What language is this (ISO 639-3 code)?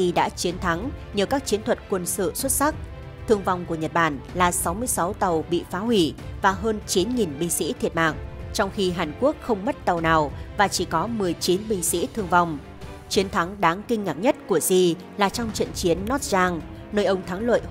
vie